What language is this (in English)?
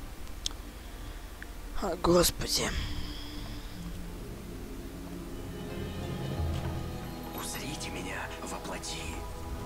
Russian